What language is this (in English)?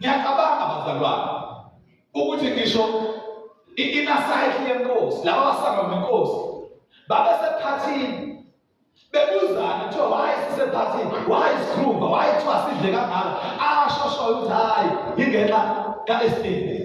Zulu